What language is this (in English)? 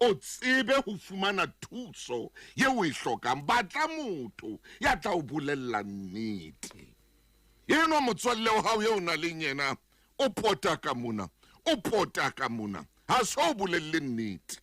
Southern Sotho